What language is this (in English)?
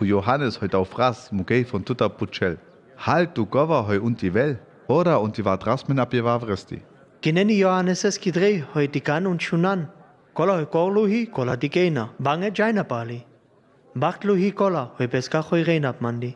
Sinte Romani